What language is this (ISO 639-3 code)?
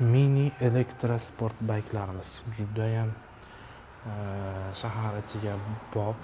uzb